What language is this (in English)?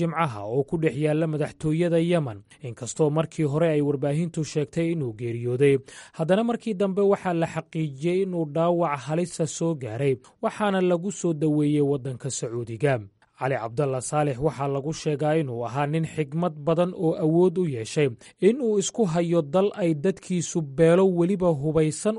Somali